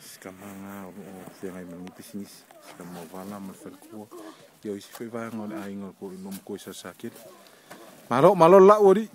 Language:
Samoan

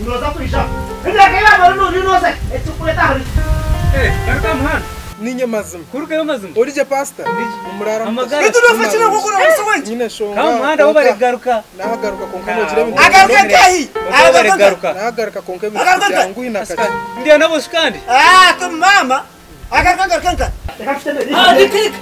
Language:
Nyankole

